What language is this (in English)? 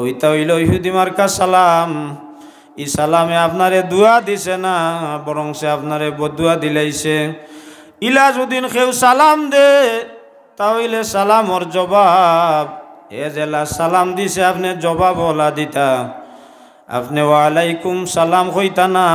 Sylheti